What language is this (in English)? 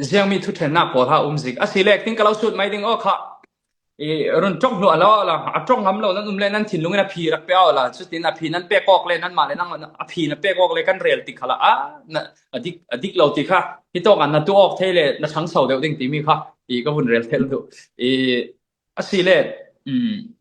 Falam Chin